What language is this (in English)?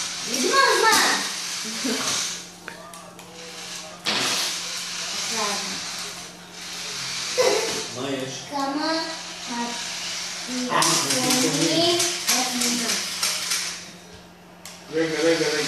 Hebrew